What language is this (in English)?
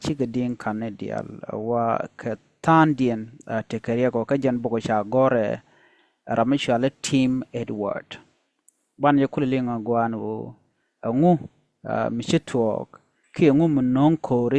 Nuer